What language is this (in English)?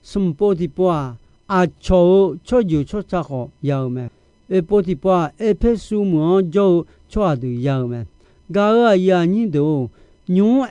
Akha